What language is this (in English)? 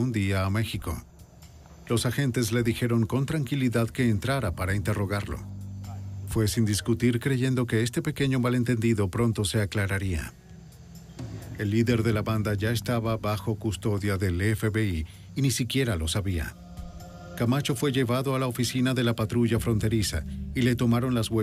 Spanish